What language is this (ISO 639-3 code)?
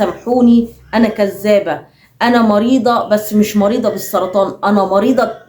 arz